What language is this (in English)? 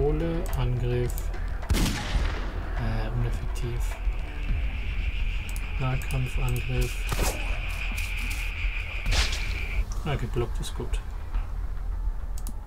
German